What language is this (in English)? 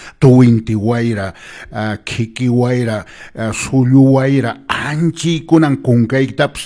Quechua